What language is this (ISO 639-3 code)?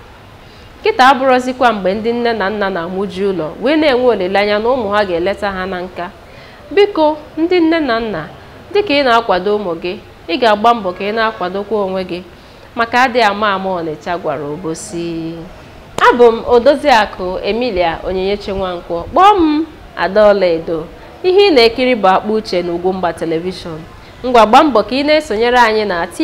ibo